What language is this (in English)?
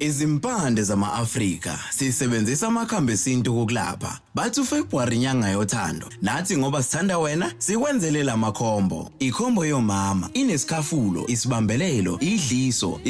Zulu